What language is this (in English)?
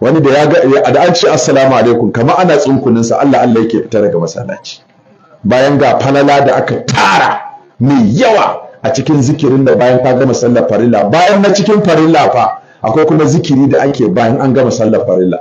Hausa